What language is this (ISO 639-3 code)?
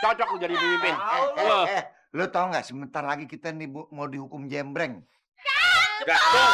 bew